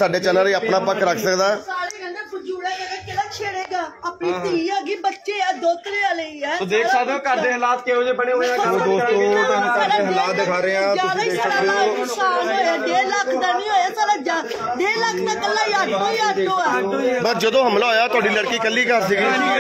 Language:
Punjabi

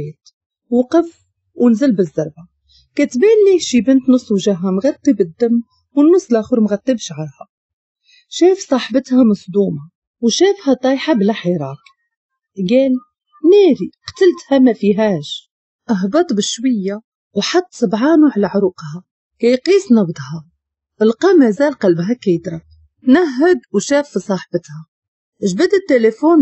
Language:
Moroccan Arabic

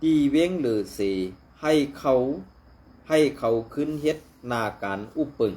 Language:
Shan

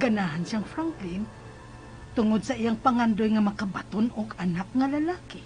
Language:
Cebuano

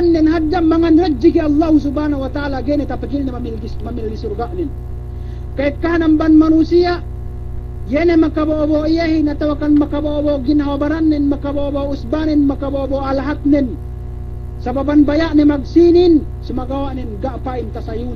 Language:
Yakan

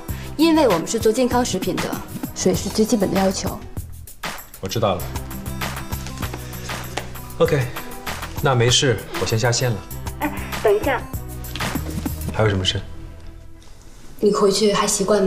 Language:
Chinese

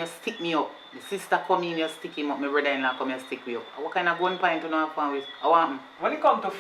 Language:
Jamaican Creole English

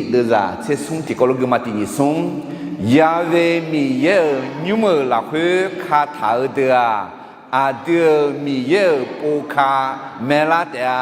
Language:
Akha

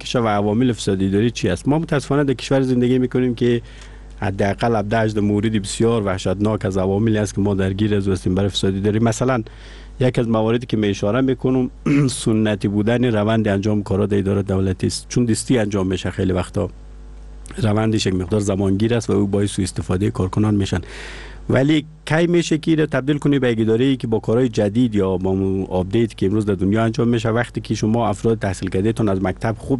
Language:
Persian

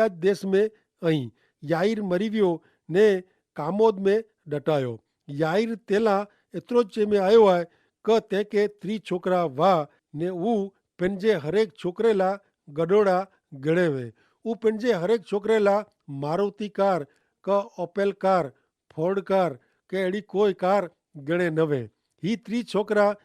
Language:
Kachhi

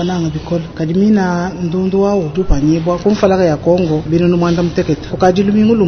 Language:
Luba-Lulua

